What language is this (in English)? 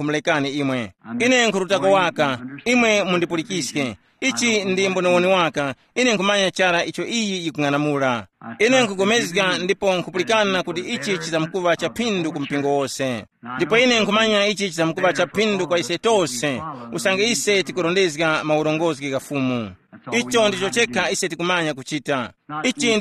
Tumbuka